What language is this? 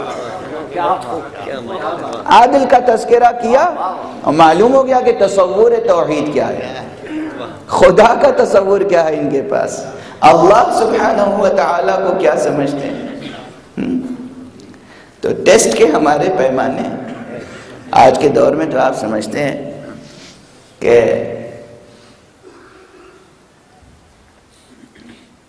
Urdu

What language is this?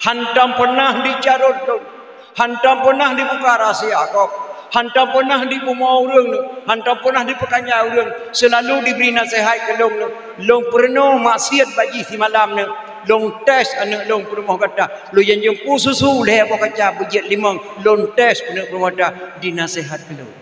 Achinese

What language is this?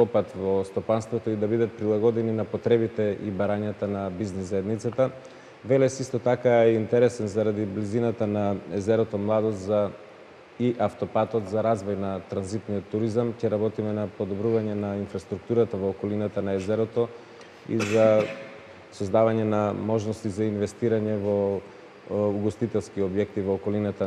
Macedonian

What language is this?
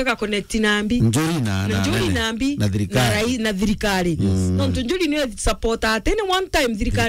Meru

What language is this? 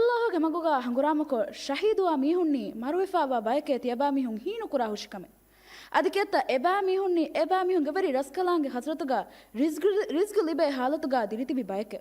Divehi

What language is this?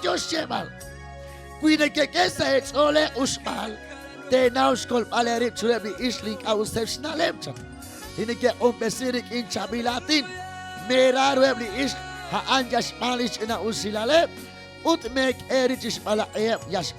Kekchí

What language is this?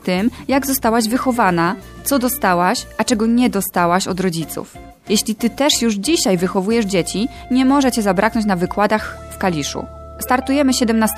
Polish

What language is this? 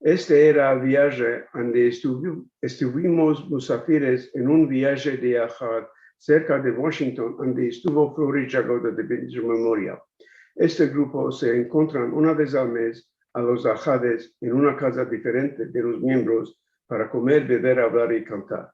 Ladino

